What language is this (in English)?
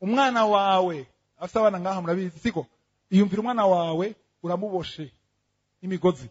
Rundi